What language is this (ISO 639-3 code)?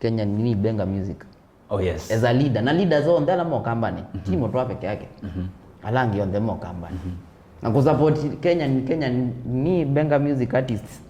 kam